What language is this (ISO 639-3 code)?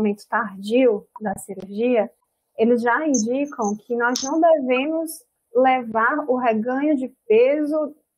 por